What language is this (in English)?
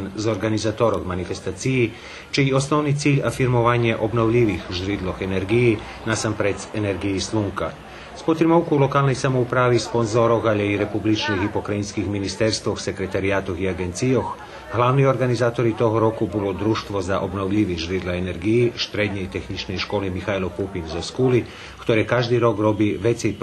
Rusyn